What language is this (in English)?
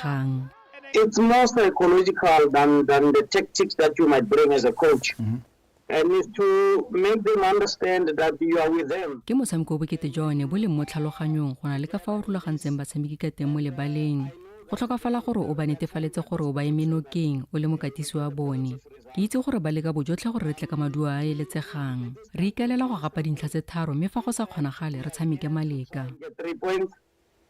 Tswana